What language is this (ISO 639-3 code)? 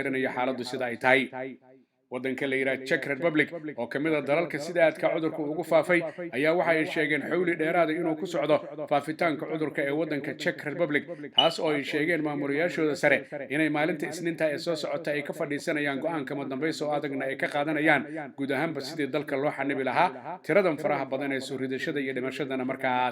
som